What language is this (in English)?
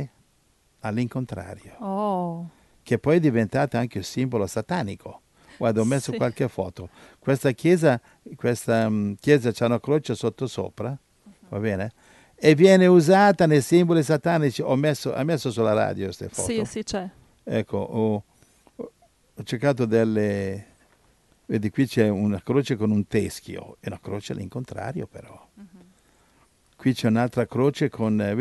Italian